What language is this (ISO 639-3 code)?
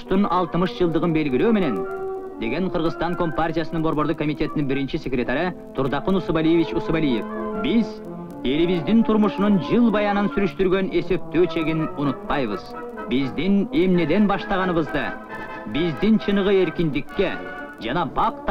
kir